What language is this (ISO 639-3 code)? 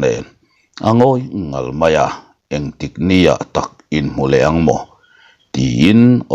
lus